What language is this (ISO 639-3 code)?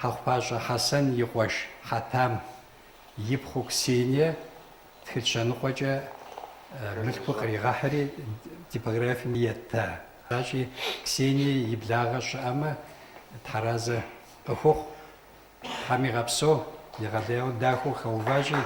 kbd